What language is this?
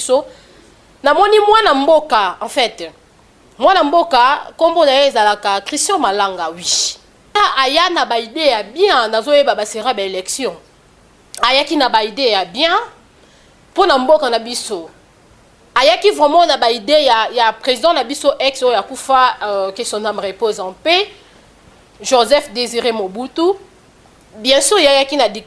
Lingala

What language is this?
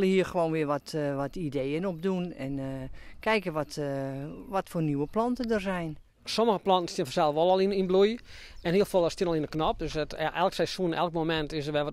Western Frisian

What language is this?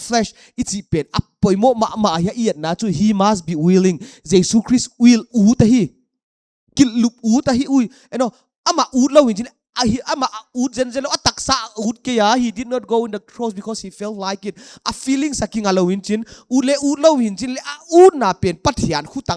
Paite Chin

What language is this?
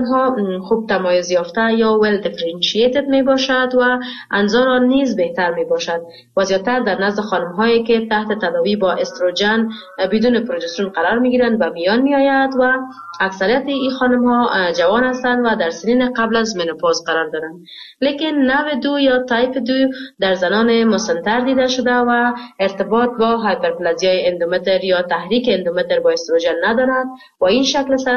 Persian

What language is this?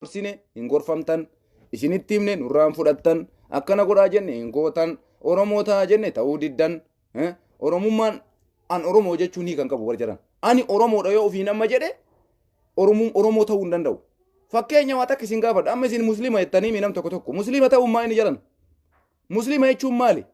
Oromo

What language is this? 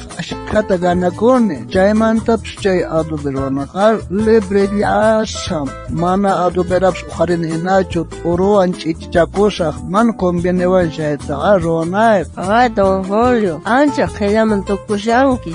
South Bolivian Quechua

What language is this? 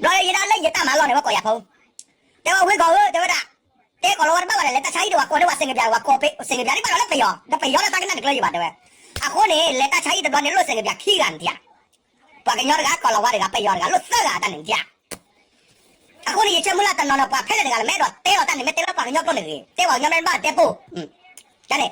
S'gaw Karen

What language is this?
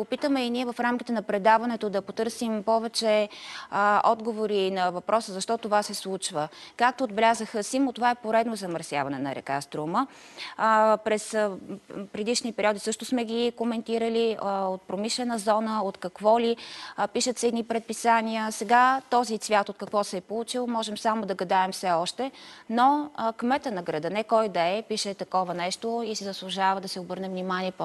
Bulgarian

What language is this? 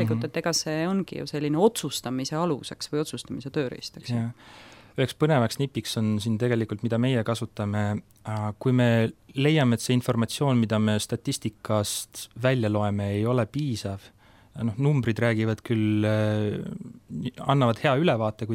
Estonian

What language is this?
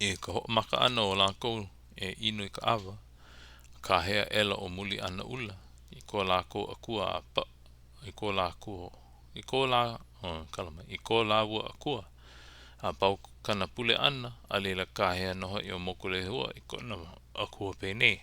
Hawaiian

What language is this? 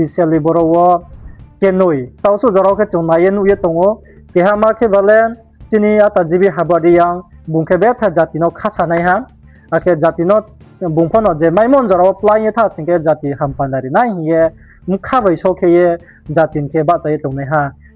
Riang (India)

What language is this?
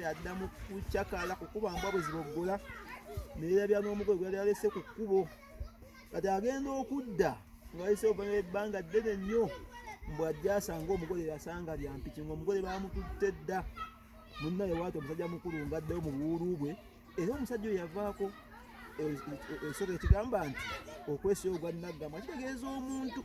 Ganda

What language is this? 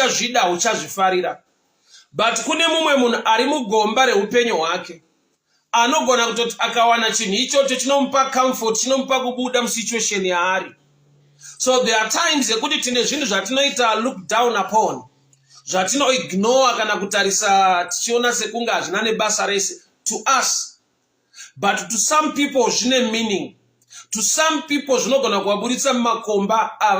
Shona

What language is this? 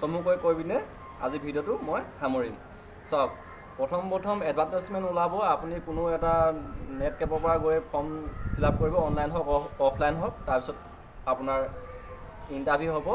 Assamese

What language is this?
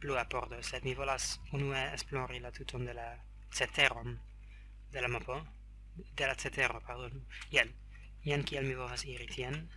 Esperanto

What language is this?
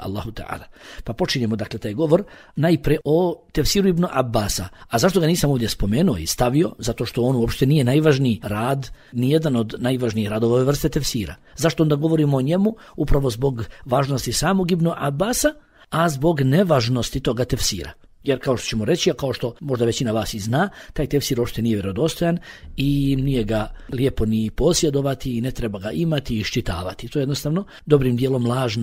Bosnian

